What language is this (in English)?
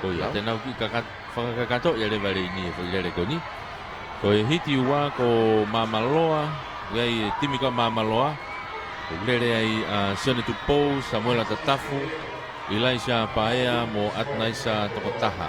Tongan